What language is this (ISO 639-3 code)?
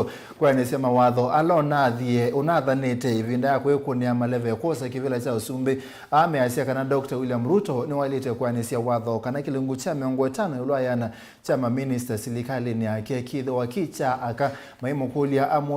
kam